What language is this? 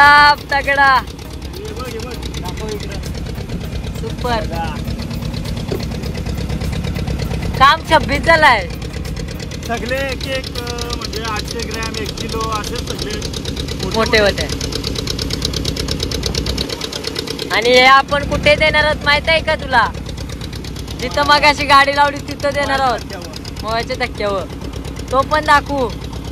Marathi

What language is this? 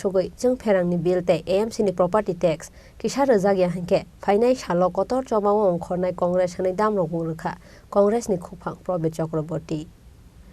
Kok Borok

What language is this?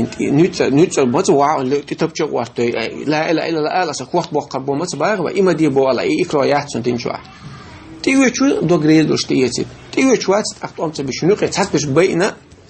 Chechen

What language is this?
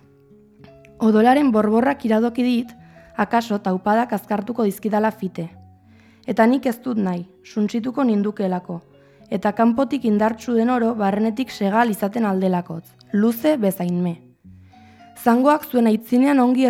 Basque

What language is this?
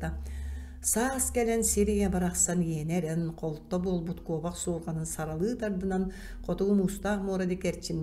Yakut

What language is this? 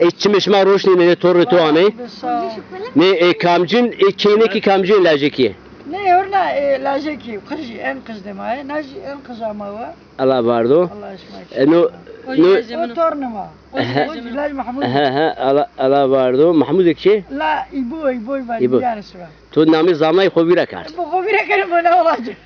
Zaza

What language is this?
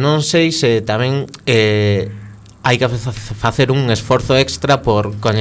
Galician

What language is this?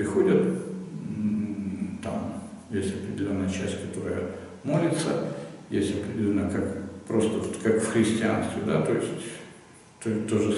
Russian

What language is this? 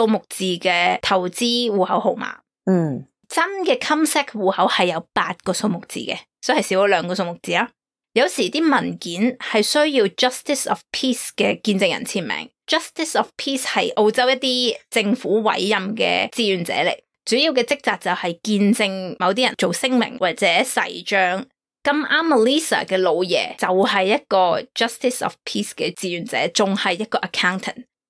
Cantonese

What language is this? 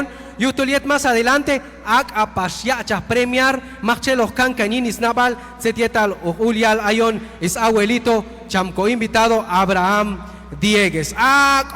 Q'anjob'al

